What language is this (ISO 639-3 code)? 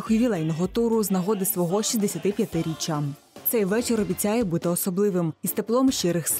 ukr